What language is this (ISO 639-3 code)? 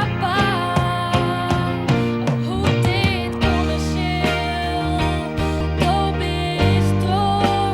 fry